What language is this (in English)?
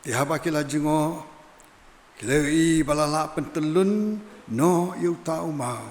Khasi